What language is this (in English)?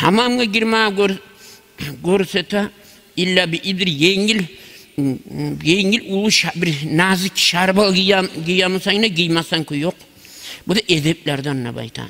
Kumyk